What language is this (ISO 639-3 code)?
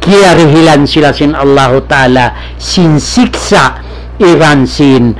tsg